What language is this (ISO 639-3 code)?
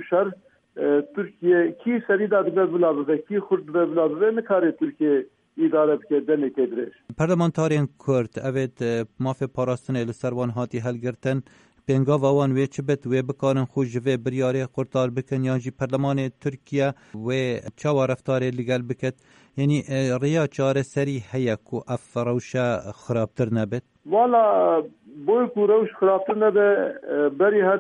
kur